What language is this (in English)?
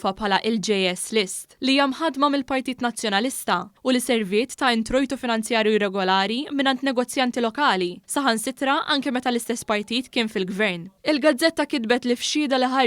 Maltese